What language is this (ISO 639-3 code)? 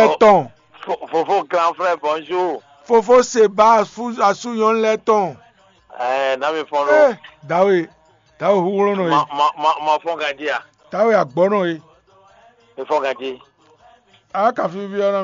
fon